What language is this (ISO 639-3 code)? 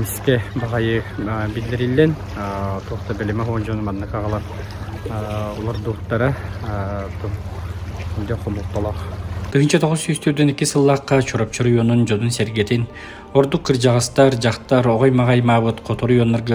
sah